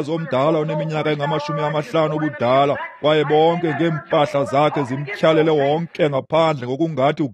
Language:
Xhosa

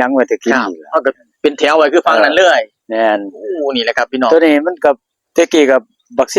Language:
Northeastern Thai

